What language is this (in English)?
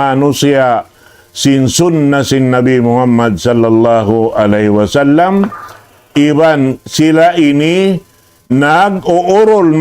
Tausug